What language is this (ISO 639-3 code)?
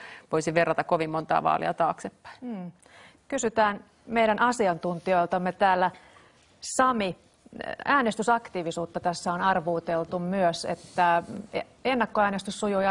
fin